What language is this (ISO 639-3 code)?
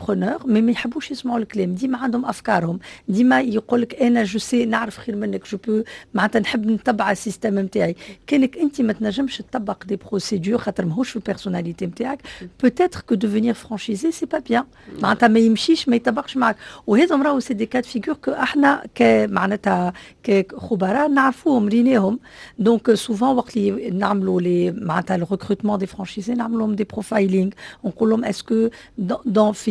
aeb